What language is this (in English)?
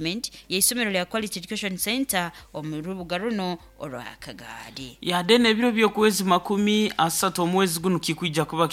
Nyoro